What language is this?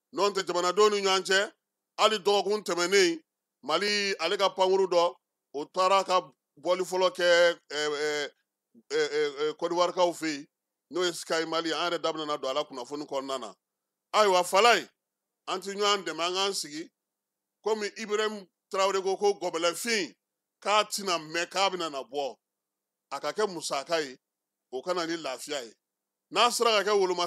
Bambara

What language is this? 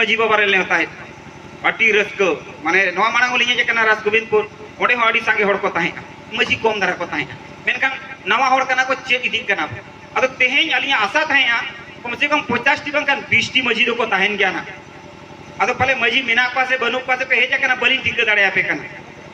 Santali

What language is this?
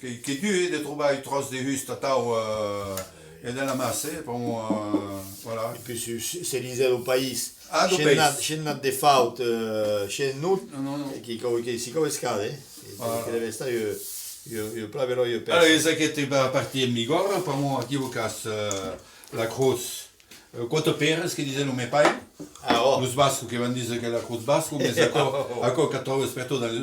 Occitan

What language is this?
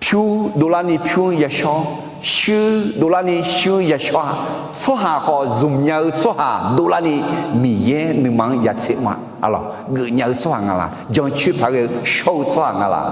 Akha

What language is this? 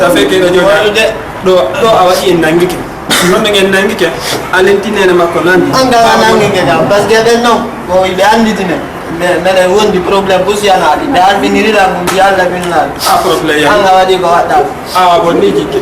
Fula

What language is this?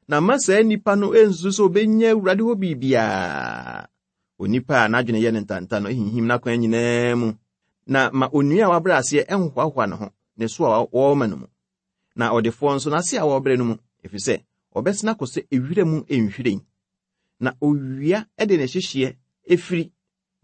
Akan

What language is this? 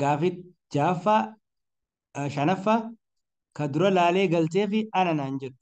Oromo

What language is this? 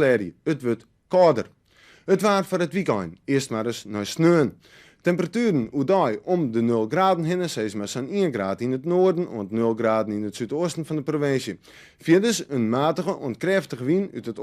Western Frisian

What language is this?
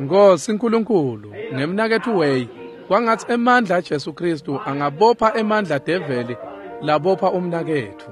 Swati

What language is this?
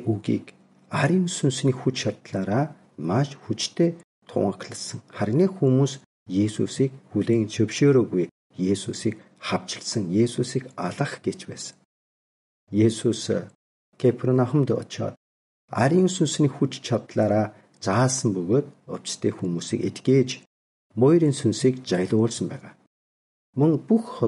Mongolian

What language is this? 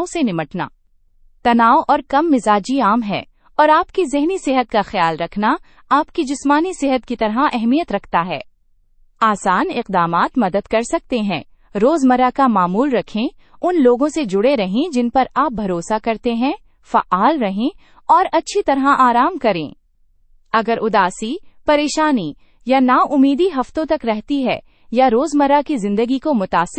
Urdu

